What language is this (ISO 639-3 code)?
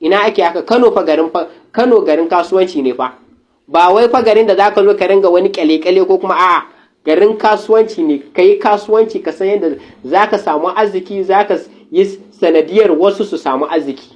hau